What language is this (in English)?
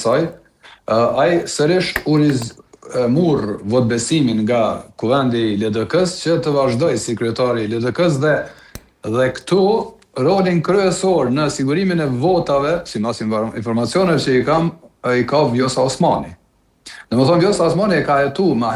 Albanian